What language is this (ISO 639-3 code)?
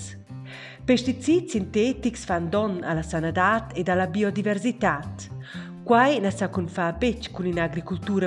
roh